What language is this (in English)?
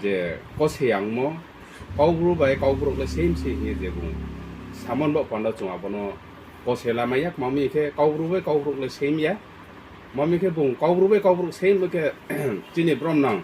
Riang (India)